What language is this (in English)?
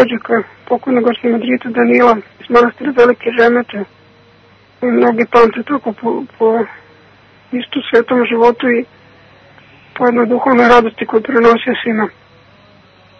Serbian